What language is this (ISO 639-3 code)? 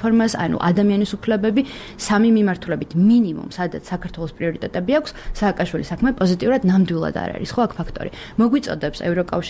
kat